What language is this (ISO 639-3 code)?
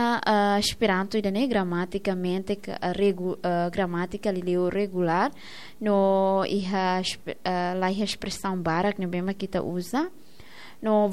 tet